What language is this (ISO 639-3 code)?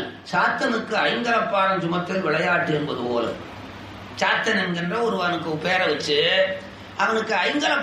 tam